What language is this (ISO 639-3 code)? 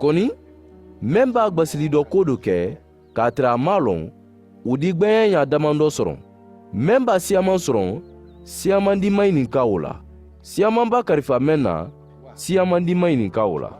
man